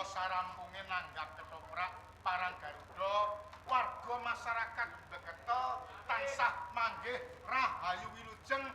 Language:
Javanese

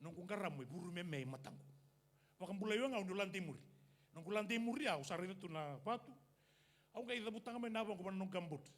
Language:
Fijian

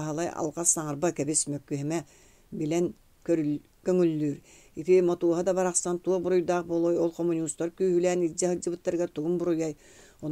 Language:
Yakut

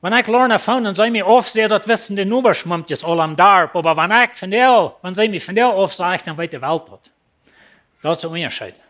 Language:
Plautdietsch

